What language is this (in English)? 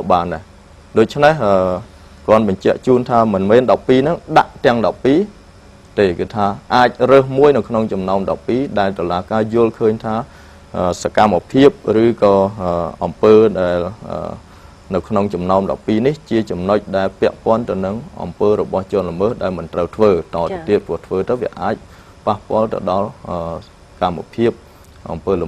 Khmer